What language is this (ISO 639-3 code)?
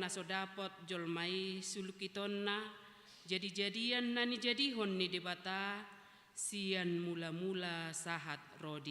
bbc